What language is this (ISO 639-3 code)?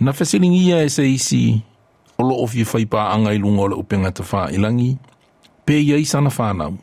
smo